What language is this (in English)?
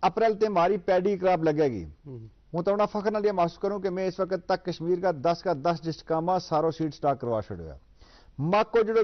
Gujari